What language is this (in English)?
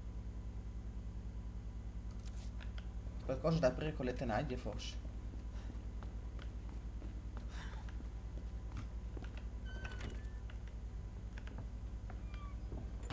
Italian